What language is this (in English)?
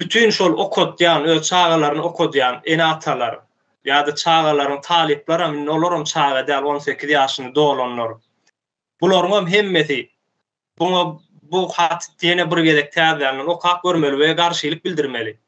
Turkmen